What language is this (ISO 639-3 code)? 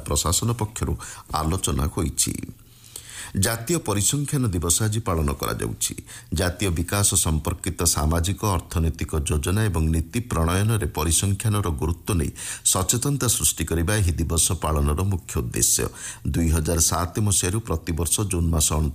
ori